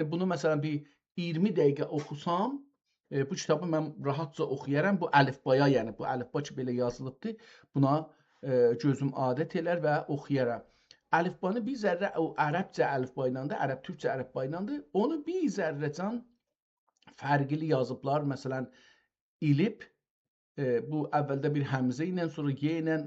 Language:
South Azerbaijani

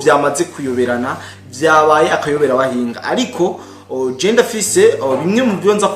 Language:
Rundi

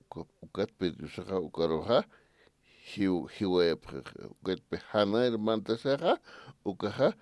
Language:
Aymara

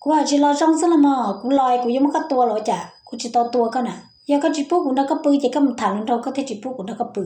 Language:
Hmong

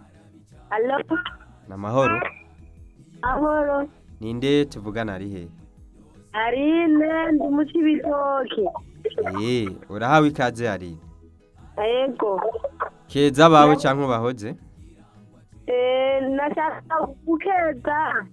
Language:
Rundi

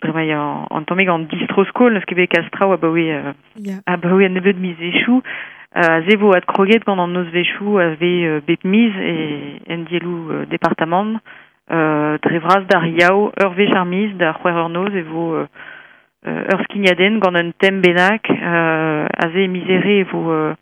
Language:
Breton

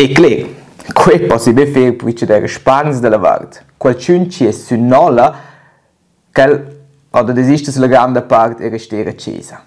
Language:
Romansh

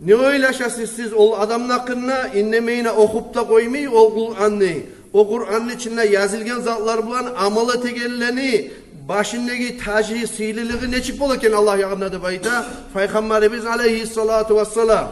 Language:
Kumyk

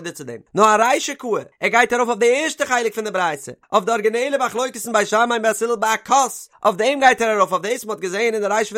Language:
Yiddish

